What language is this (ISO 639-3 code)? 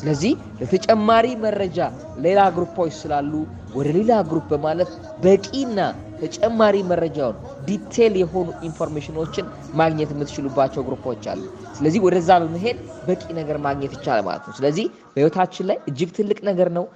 amh